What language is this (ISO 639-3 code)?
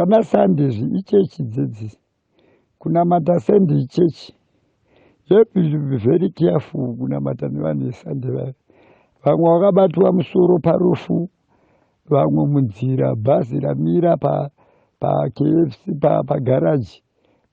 sna